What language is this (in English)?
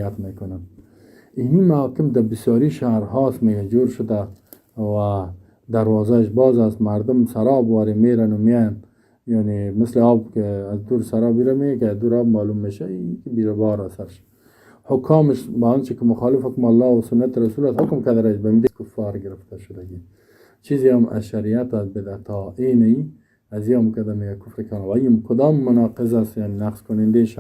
Persian